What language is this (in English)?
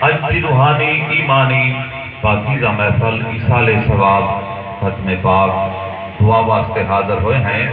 Saraiki